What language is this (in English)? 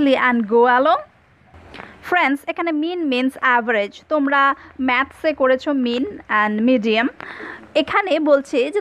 Bangla